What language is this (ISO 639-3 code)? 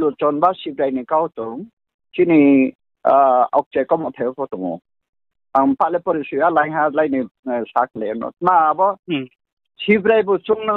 ria